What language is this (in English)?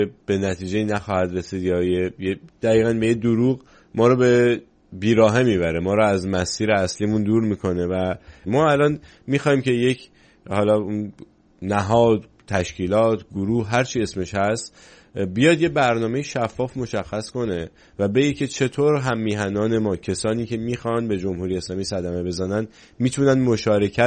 Persian